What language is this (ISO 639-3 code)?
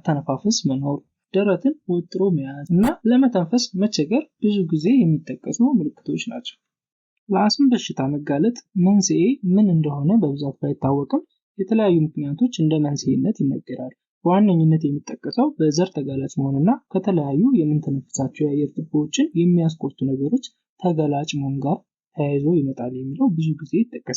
amh